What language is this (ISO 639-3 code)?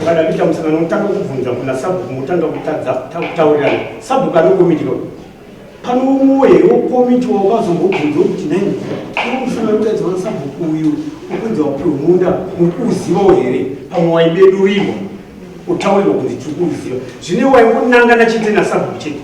sna